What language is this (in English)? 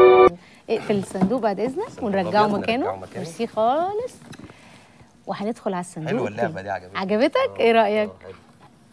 Egyptian Arabic